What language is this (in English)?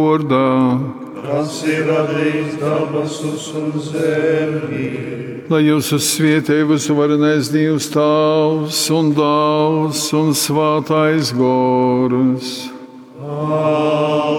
Latgalian